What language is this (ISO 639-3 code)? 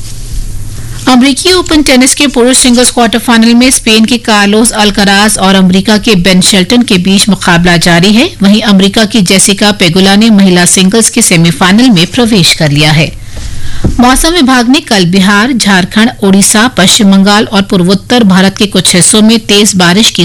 hin